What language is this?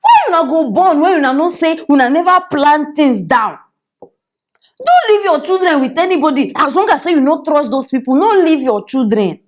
Nigerian Pidgin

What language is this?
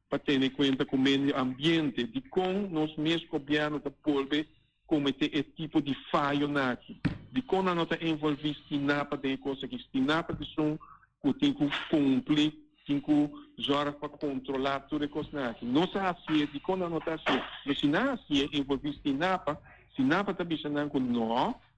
Papiamento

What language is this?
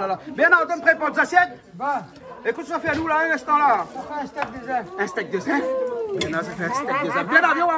Réunion Creole French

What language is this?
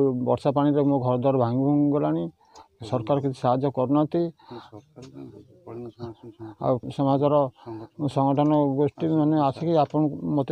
Odia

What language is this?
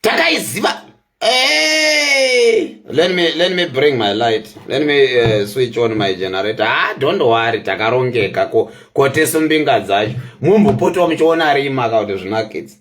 Shona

